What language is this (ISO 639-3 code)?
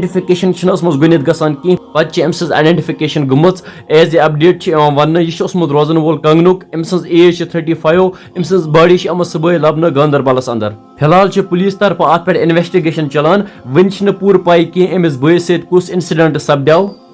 kas